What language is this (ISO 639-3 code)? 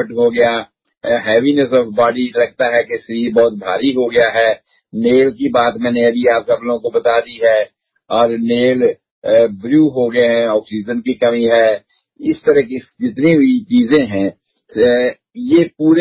hin